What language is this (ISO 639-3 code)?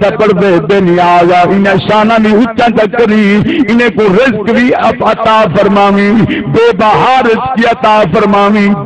skr